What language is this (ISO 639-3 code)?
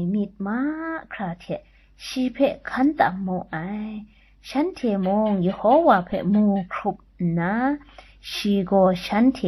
kac